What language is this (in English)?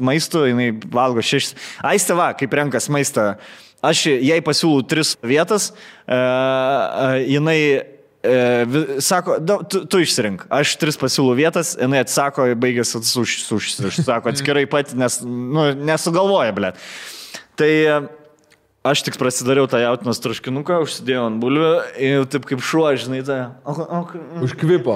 Lithuanian